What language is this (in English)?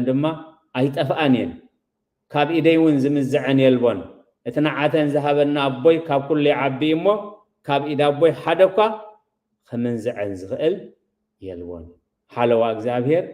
Tigrinya